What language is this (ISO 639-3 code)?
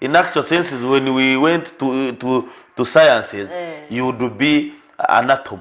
nyn